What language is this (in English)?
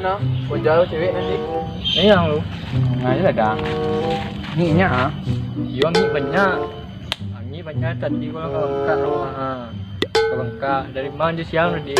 Minangkabau